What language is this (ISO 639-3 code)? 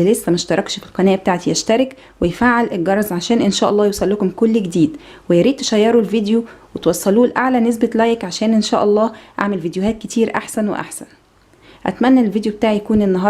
arz